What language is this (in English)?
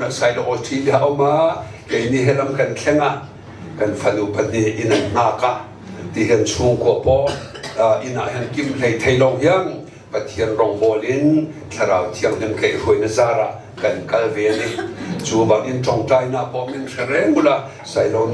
Hakha Chin